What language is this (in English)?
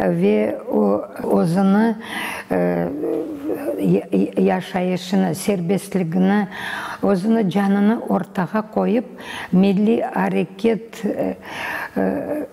Crimean Tatar